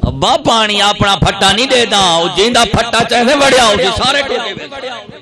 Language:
Saraiki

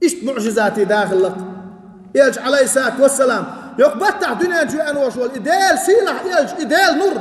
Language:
Chechen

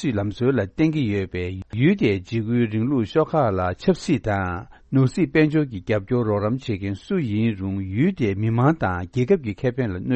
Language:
Tibetan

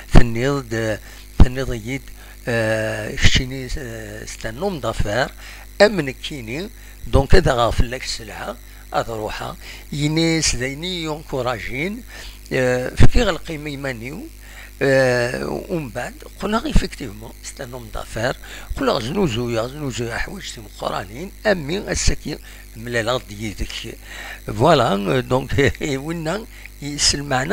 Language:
Kabyle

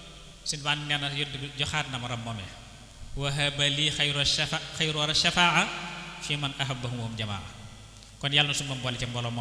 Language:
Wolof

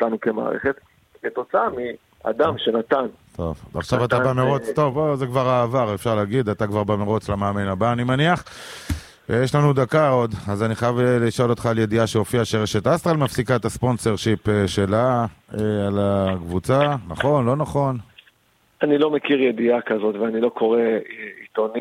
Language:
Hebrew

